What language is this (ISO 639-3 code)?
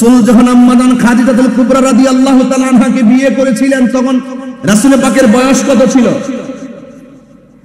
ben